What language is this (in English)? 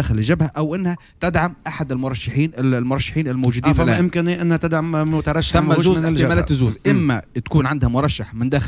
Tunisian Arabic